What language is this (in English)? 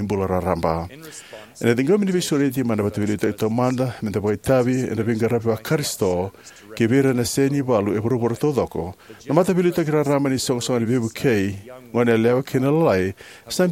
Fijian